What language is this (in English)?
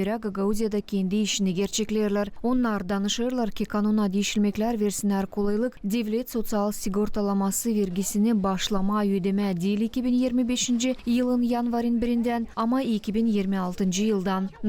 Gagauz